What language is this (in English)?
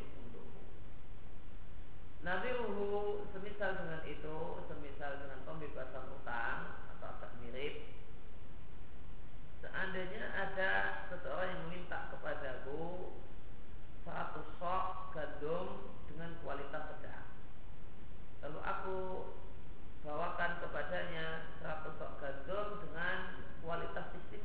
Indonesian